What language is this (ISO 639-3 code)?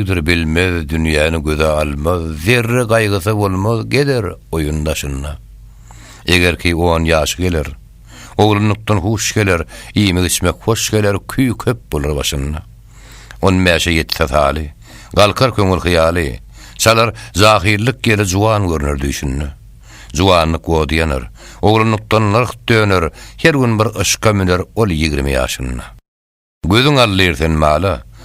tuk